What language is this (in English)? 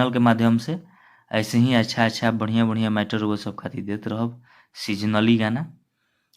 Bhojpuri